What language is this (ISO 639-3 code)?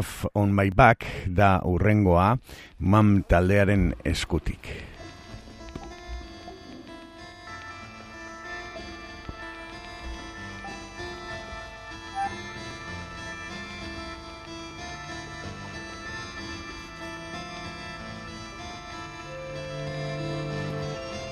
eus